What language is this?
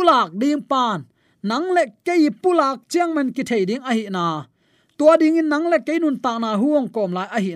Tedim Chin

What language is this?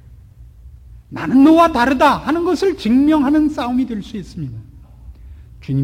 Korean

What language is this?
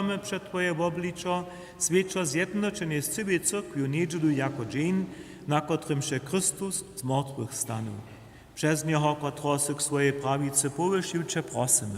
Upper Sorbian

